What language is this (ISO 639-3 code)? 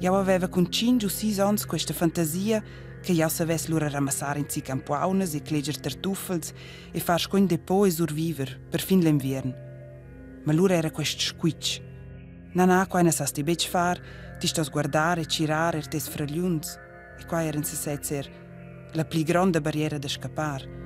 roh